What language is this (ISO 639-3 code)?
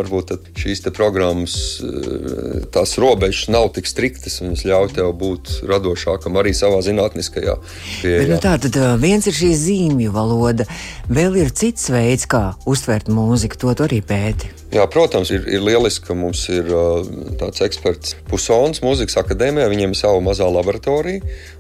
lav